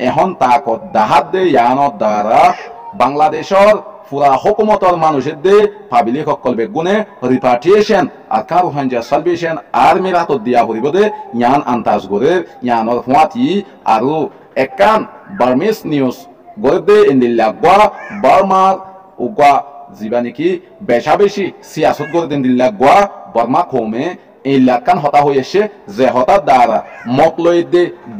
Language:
Rohingya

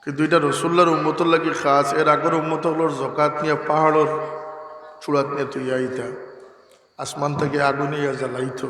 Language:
Sylheti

